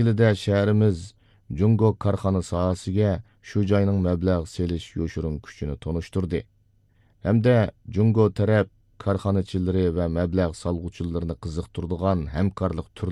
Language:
Uyghur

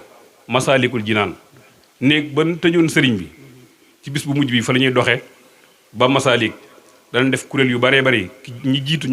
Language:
Wolof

